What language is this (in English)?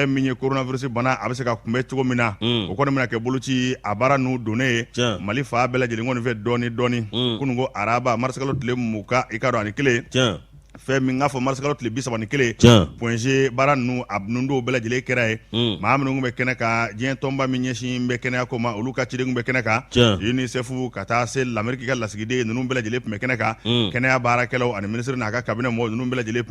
Bambara